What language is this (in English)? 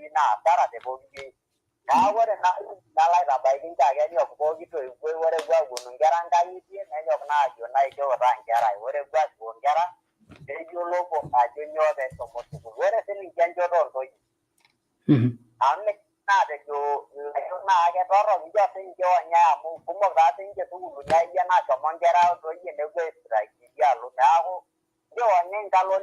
Masai